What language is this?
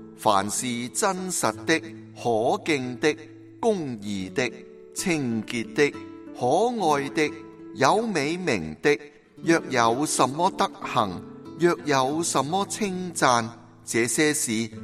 Cantonese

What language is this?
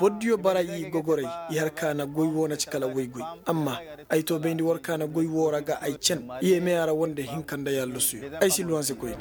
Koyraboro Senni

